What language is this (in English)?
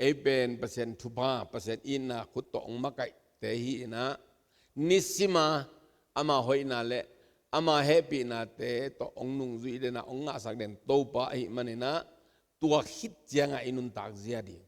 Tedim Chin